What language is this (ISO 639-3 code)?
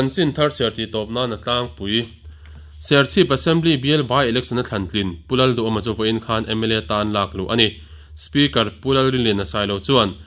lus